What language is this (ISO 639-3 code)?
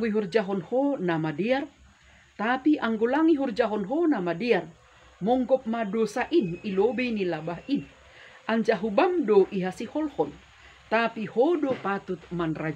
bts